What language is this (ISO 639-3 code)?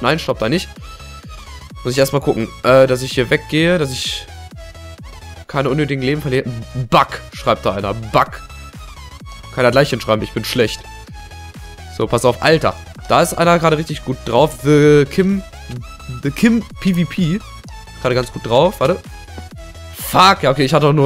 deu